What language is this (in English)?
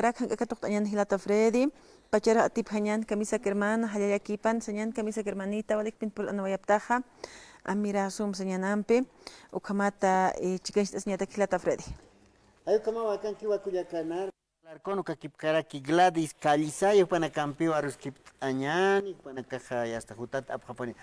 Aymara